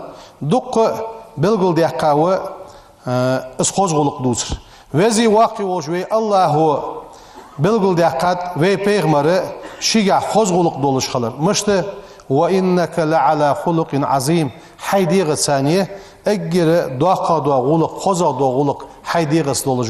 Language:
Ingush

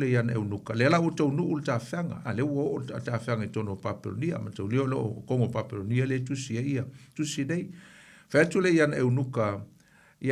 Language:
Samoan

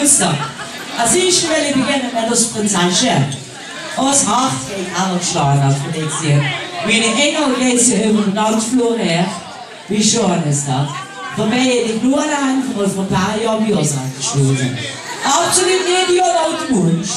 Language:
Limburgish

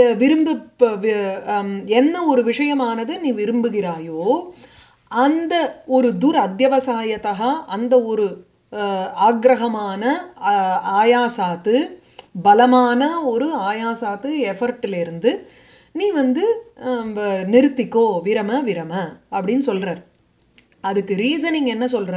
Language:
Tamil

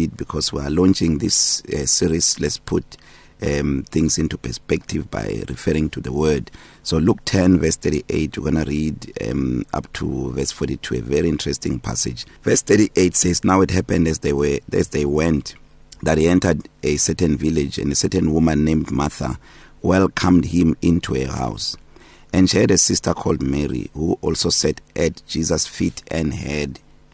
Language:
English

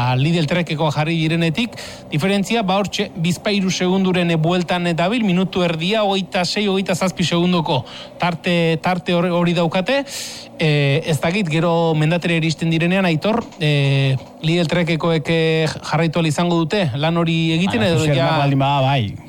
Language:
Basque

